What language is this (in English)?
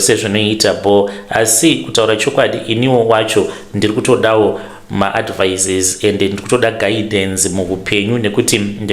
Shona